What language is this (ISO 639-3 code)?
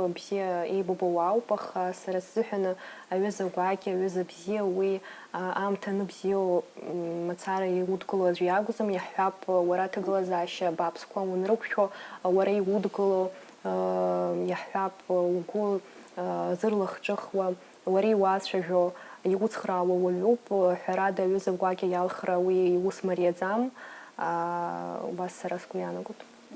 abk